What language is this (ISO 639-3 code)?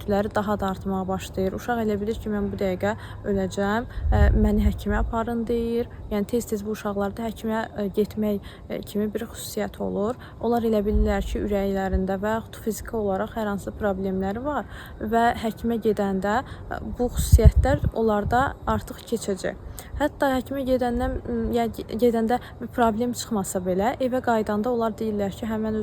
aze